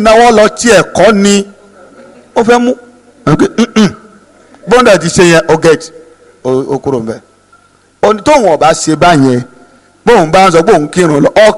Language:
Yoruba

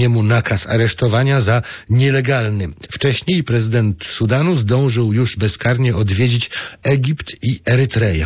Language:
Polish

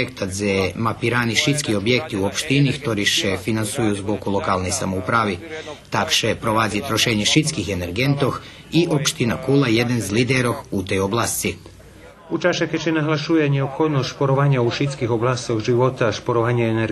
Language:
Rusyn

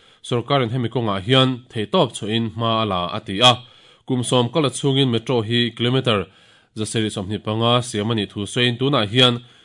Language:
Mizo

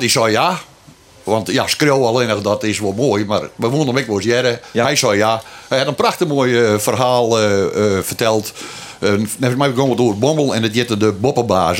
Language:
Western Frisian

